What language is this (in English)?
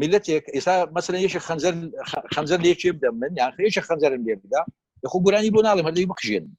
Central Kurdish